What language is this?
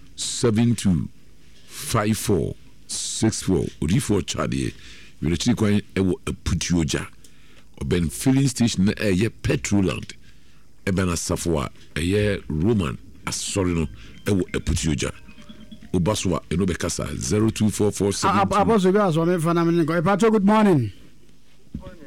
Akan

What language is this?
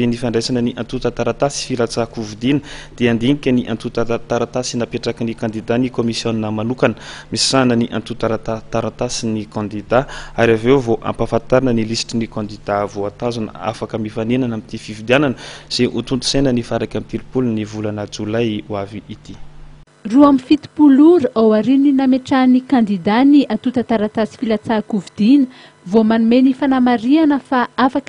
Malagasy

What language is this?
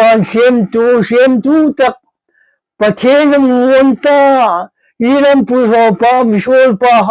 Hmar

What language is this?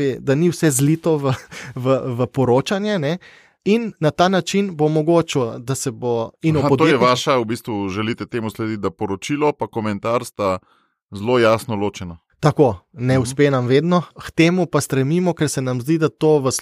Slovenian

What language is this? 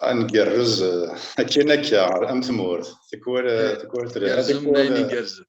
Kabyle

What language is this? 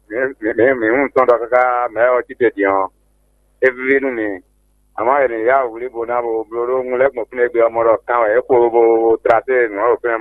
Fon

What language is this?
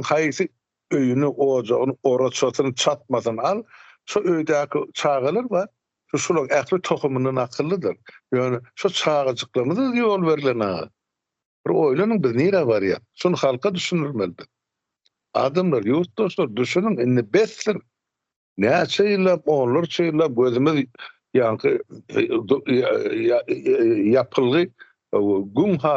Turkmen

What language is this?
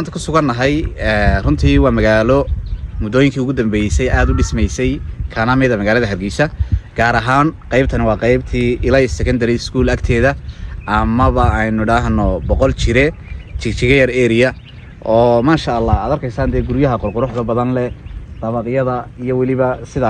Somali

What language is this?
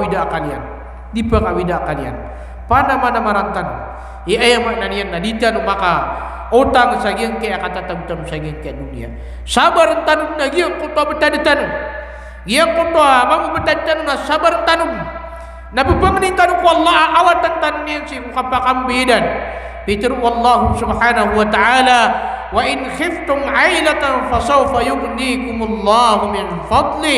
Maranao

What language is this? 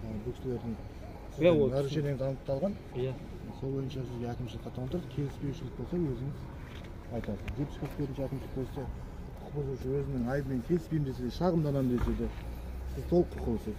Kazakh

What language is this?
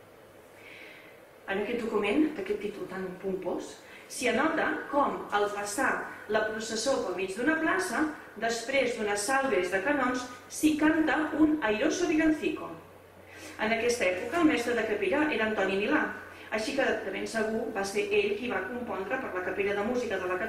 Catalan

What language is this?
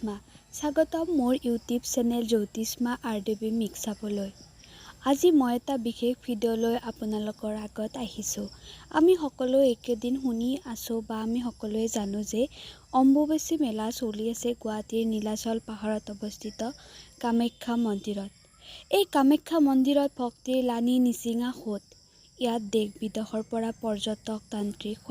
Assamese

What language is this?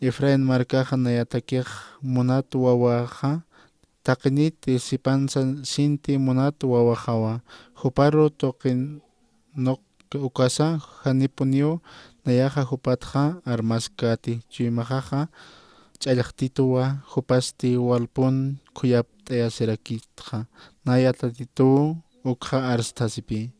Aymara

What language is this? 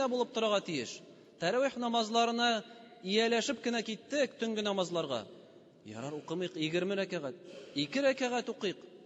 Tatar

